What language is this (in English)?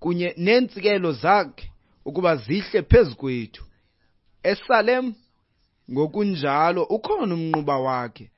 Xhosa